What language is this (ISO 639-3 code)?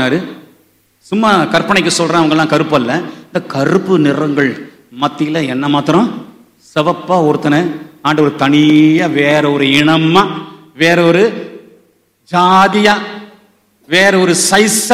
tam